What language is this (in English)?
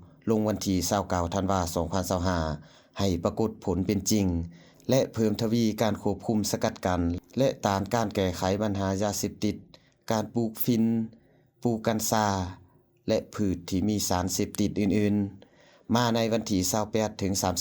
Lao